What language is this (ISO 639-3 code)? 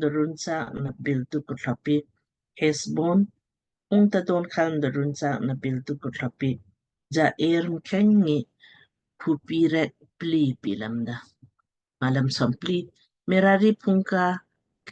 lmk